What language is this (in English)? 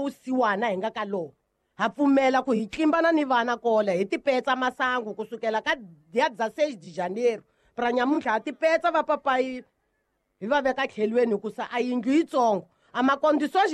Tsonga